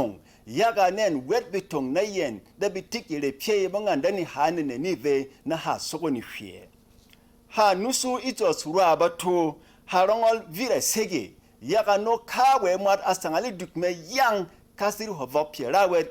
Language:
Berom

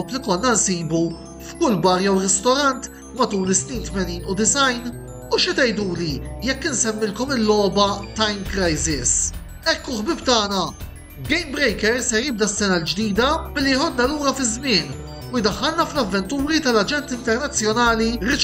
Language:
Maltese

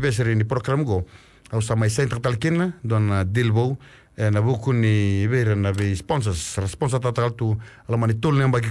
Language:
Fijian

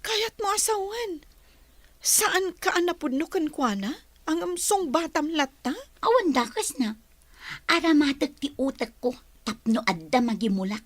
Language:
Iloko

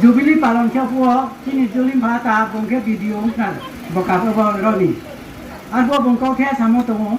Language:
Riang (India)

